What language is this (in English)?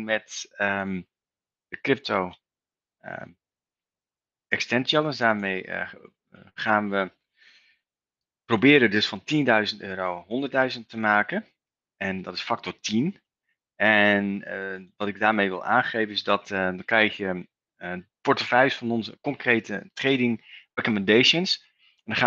Dutch